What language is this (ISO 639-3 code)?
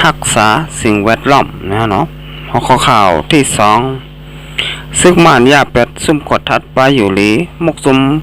shn